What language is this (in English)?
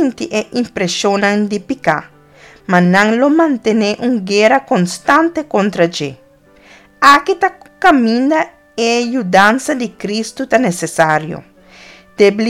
Papiamento